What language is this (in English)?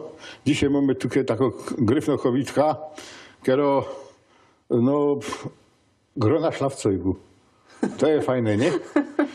Silesian